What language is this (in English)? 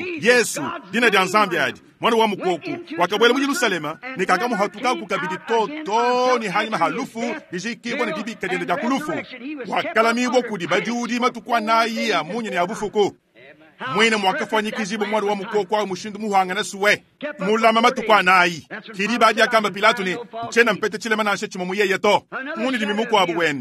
Luba-Lulua